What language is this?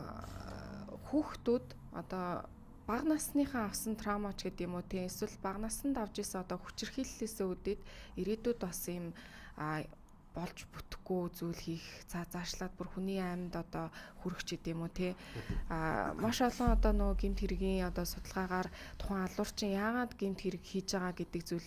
Mongolian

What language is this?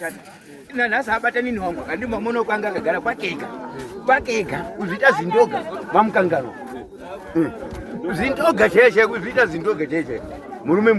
Shona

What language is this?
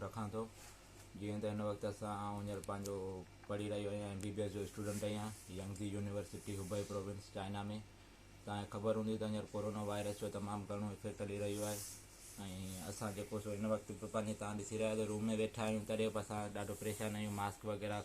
Sindhi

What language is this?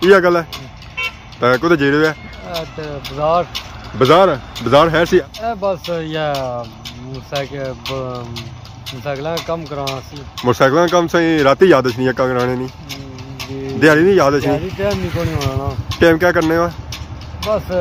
Pahari-Potwari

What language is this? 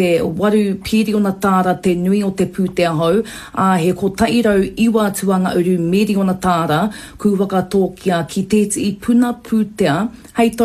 Māori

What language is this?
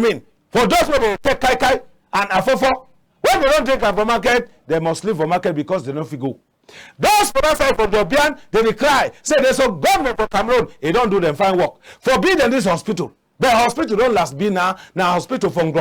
Cameroon Pidgin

